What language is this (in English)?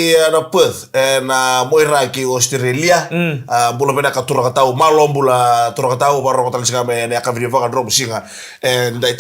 Fijian